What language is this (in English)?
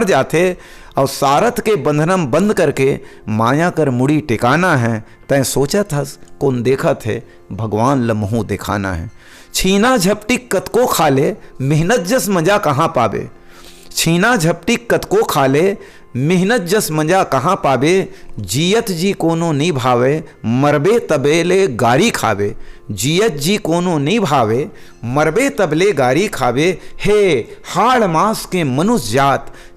Chhattisgarhi